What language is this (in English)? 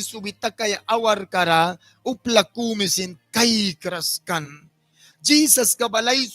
Mískito